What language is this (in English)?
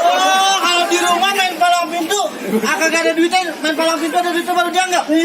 Betawi